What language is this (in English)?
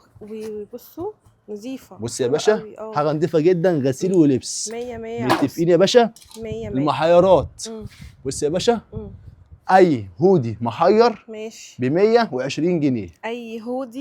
Egyptian Arabic